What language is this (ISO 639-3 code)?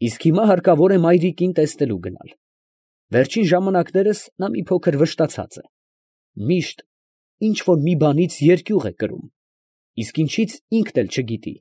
hye